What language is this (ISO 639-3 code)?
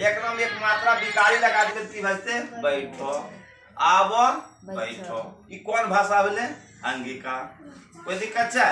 anp